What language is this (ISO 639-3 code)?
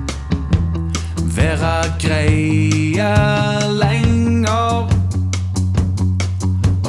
nor